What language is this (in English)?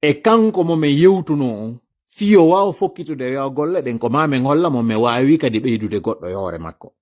Fula